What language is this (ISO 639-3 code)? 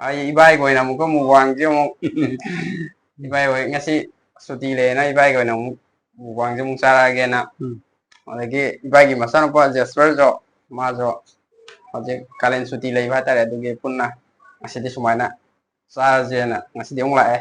mni